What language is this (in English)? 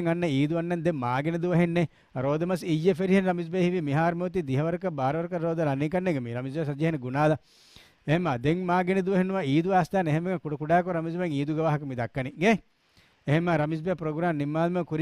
Divehi